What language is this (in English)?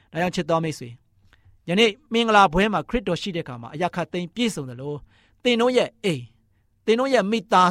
Burmese